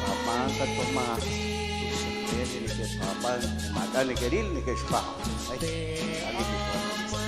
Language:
Kekchí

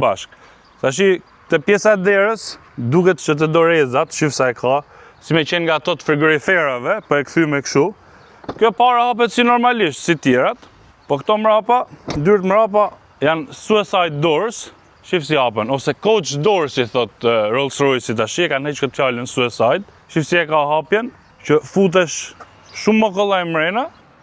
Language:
Albanian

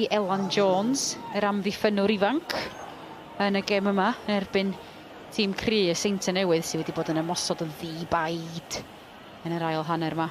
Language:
Welsh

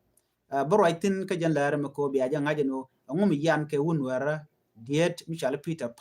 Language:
Nuer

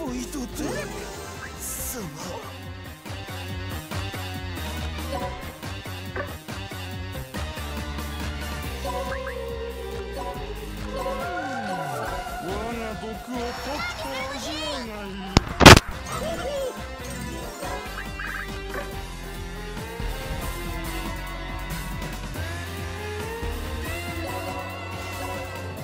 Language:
Japanese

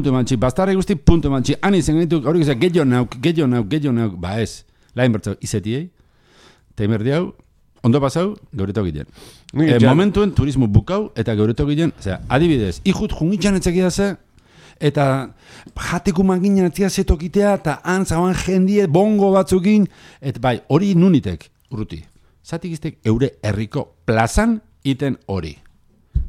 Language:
Basque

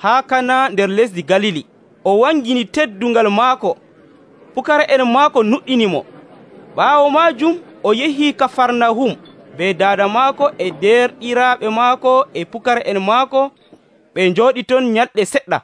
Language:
Nigerian Fulfulde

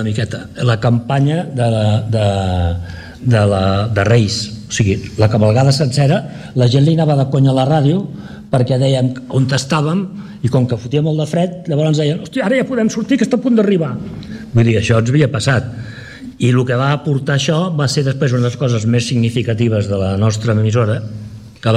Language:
Catalan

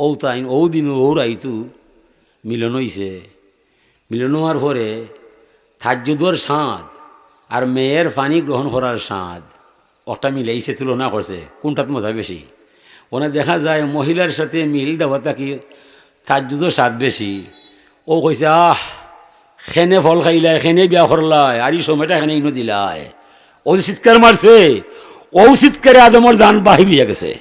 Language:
Sylheti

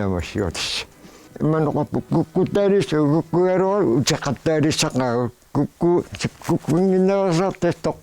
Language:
Kalaallisut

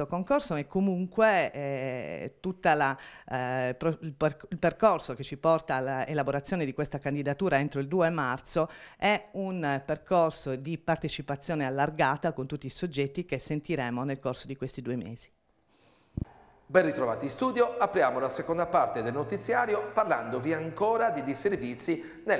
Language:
Italian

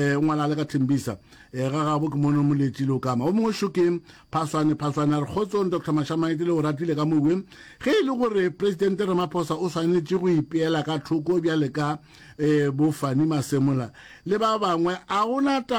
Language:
Northern Sotho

